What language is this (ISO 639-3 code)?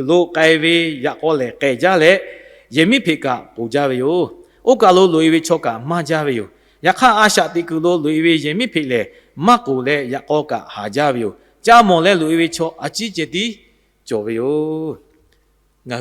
lhu